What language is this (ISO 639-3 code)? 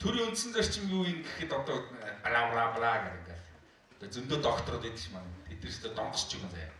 mon